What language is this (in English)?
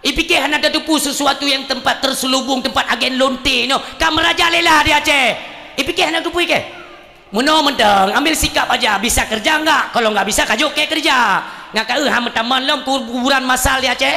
Achinese